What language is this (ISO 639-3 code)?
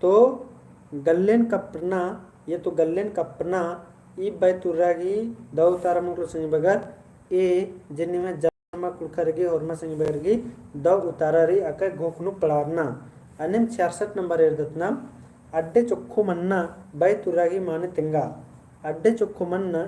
kru